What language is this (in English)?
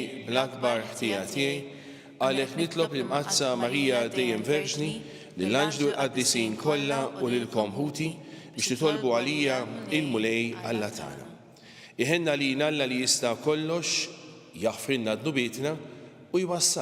Maltese